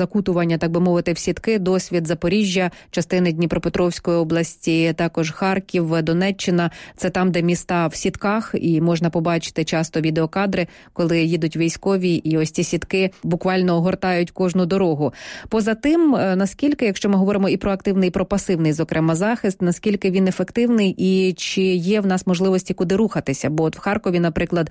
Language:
Ukrainian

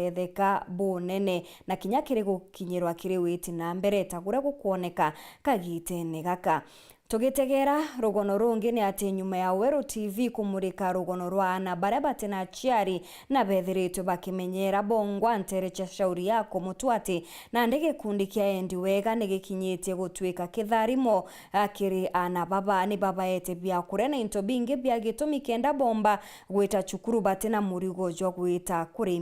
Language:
Meru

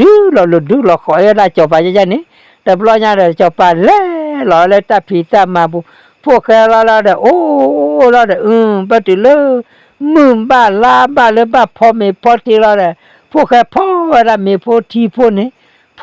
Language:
S'gaw Karen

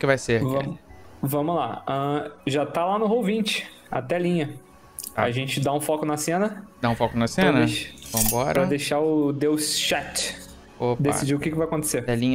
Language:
Portuguese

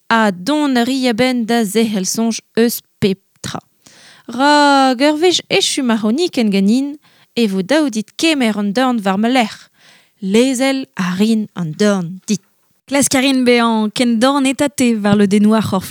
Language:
Breton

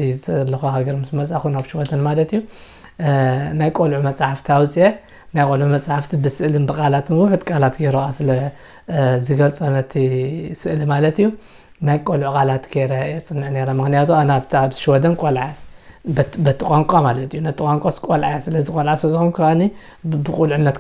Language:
Tigrinya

